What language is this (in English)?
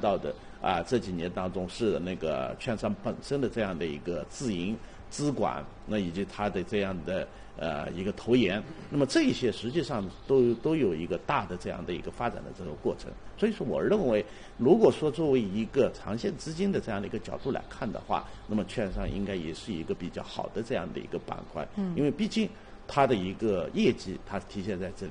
Chinese